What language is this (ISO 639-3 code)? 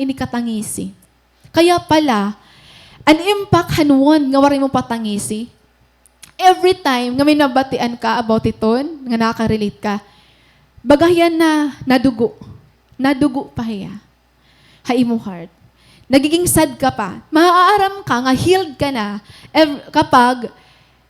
war